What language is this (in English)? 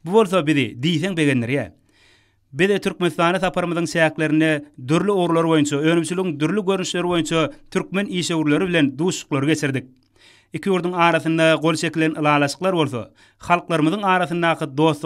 Turkmen